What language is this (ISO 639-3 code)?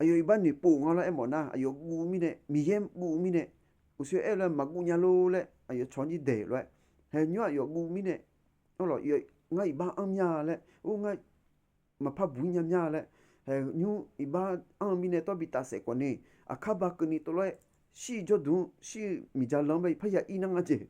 ahk